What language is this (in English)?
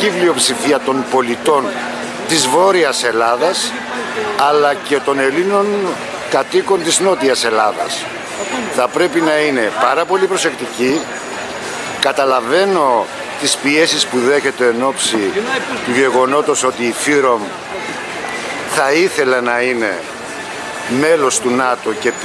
Greek